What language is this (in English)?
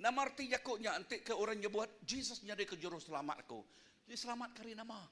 Iban